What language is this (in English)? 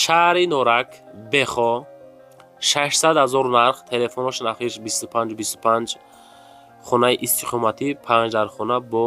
Tajik